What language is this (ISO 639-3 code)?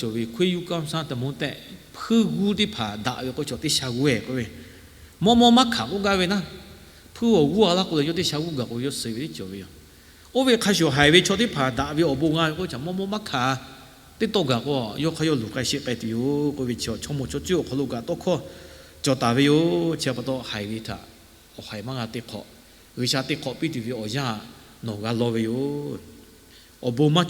lhu